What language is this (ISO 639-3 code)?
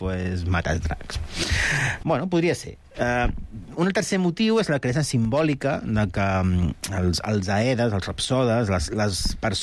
cat